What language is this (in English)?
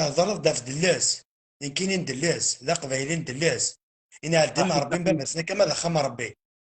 Kabyle